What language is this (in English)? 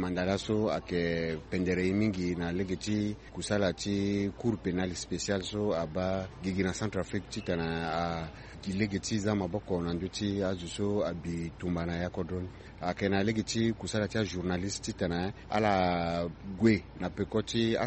Sango